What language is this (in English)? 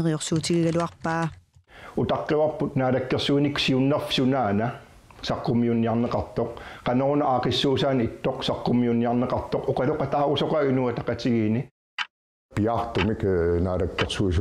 Kalaallisut